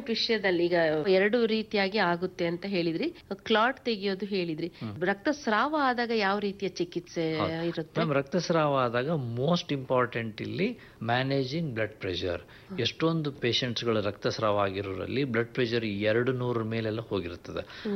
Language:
Kannada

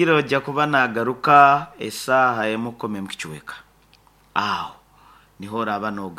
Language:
Nyankole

